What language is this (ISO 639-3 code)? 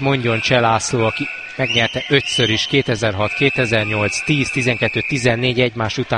hun